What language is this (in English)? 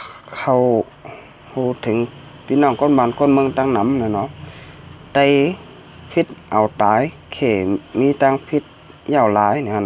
Shan